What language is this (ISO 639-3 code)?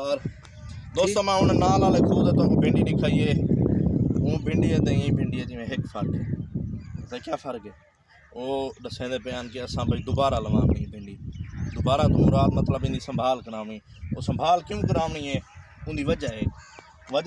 skr